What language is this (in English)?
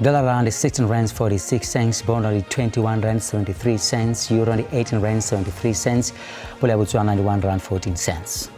Venda